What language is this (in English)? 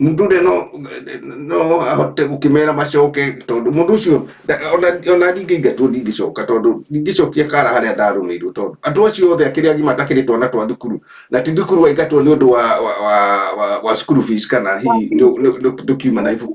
Kikuyu